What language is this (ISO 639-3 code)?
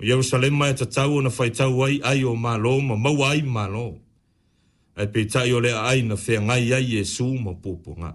smo